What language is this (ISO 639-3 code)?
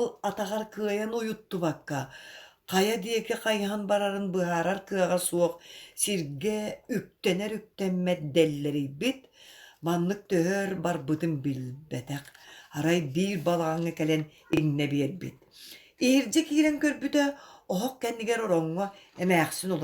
sah